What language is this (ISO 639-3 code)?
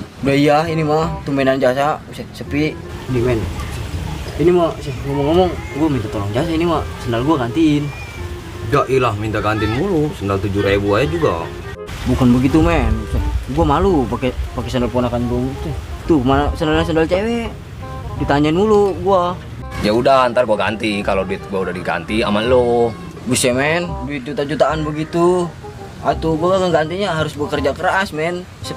bew